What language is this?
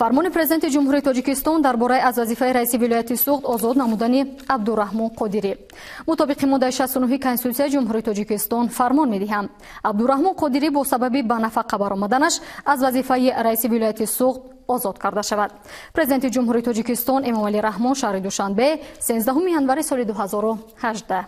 Tajik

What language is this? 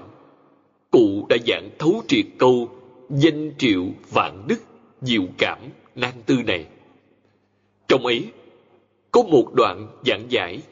Vietnamese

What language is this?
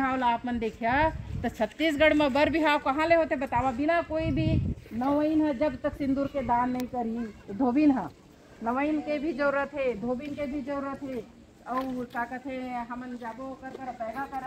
Chhattisgarhi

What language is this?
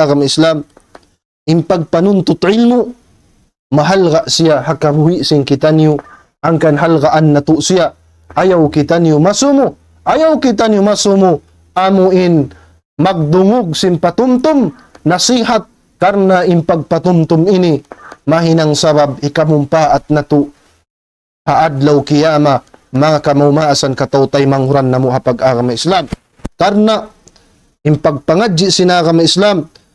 Tausug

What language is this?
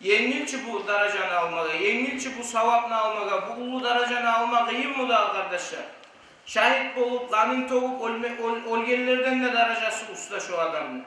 Kumyk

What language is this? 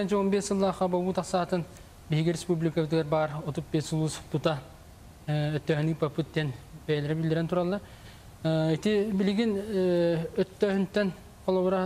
Yakut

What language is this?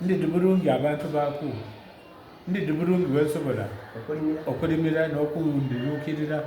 Soga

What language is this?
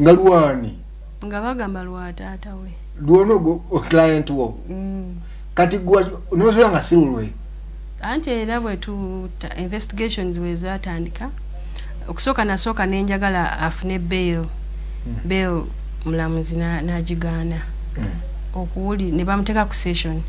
Ganda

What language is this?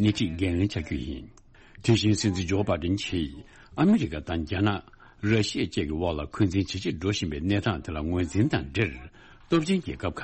Tibetan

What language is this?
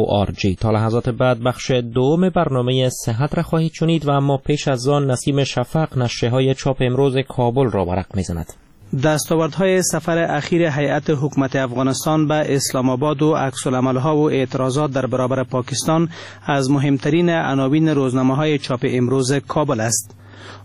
Persian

